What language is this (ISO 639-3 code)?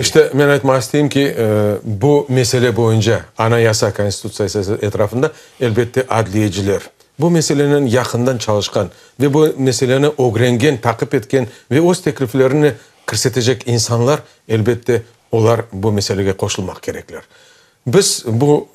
crh